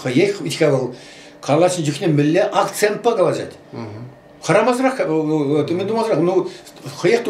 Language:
Chuvash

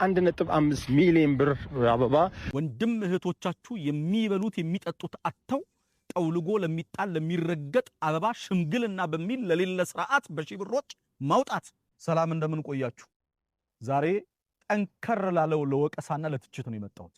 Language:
Amharic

